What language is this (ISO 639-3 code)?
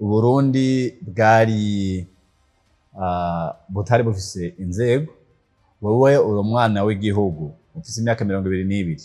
run